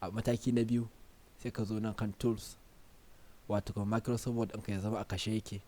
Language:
Hausa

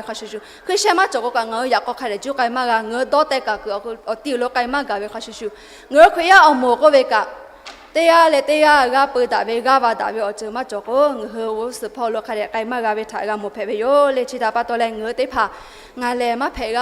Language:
Lahu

